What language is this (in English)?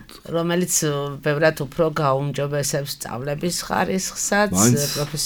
Georgian